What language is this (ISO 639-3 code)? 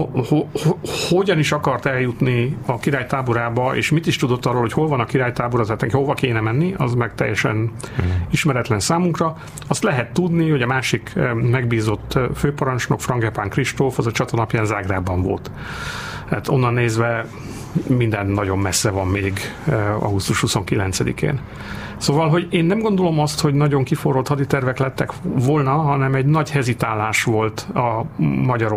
hun